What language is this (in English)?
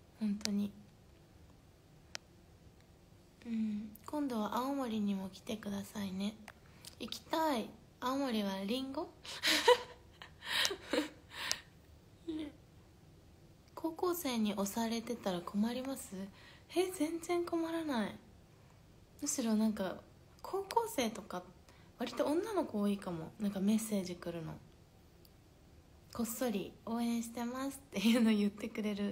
Japanese